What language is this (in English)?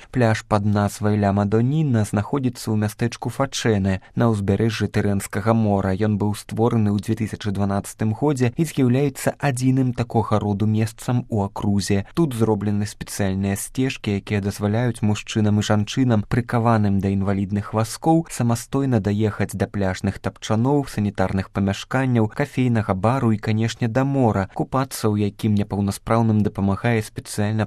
Belarusian